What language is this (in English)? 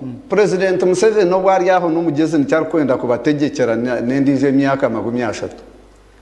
Nyankole